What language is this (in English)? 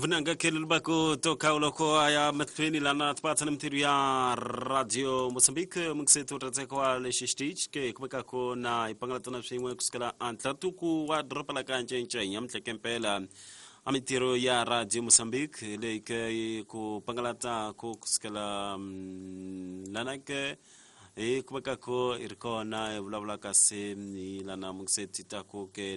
Tsonga